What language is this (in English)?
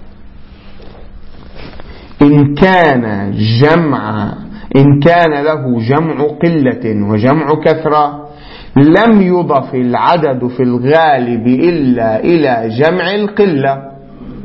Arabic